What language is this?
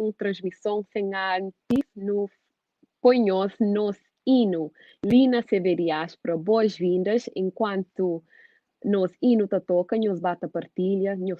Kabuverdianu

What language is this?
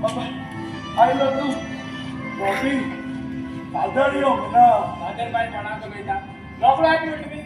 Konkani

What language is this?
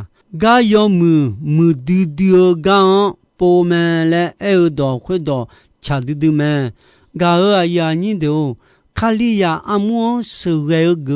Akha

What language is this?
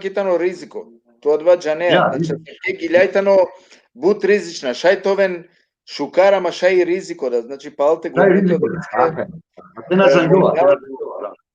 Balkan Romani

